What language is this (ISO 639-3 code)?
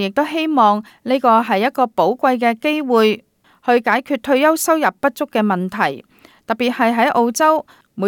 yue